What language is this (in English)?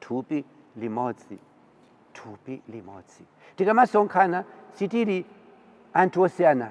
Nyanja